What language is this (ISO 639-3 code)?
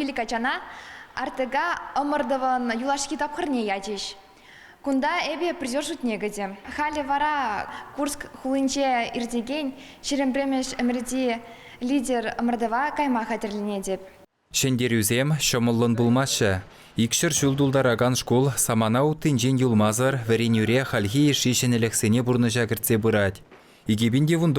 chv